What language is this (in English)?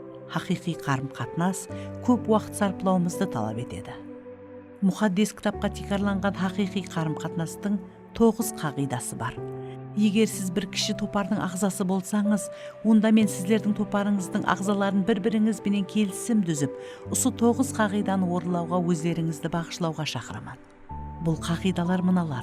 Kara-Kalpak